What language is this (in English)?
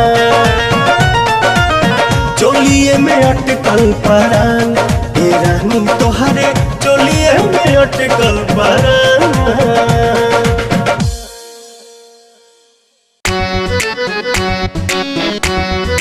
Bhojpuri